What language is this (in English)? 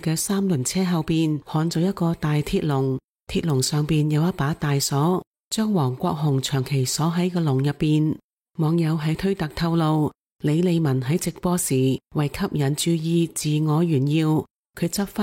Cantonese